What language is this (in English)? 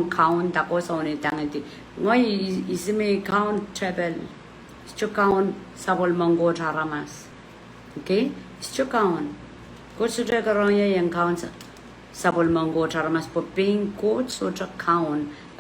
Pohnpeian